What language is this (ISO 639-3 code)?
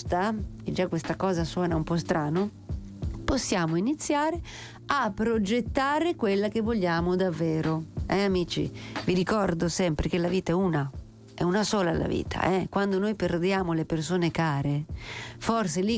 ita